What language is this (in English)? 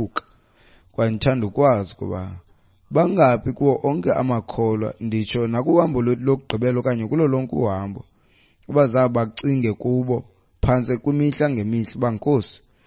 Xhosa